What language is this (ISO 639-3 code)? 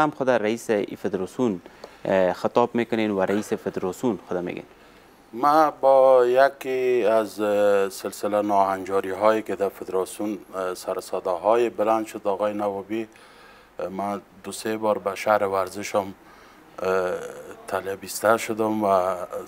fas